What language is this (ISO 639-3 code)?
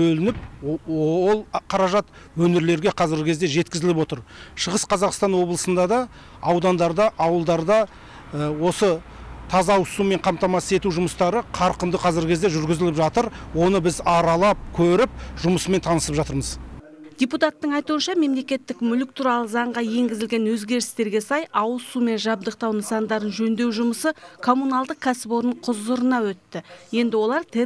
kaz